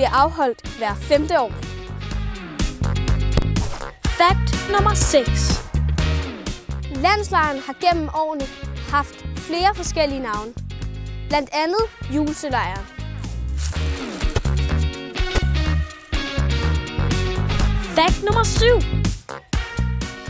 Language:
Danish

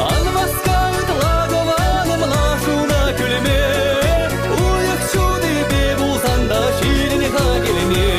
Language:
Chuvash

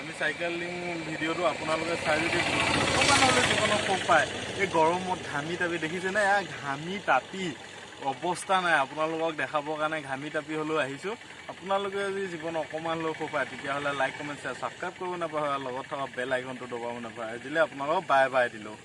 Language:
Assamese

